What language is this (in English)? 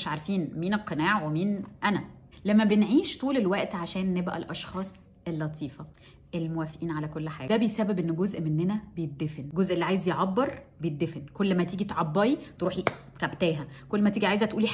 Egyptian Arabic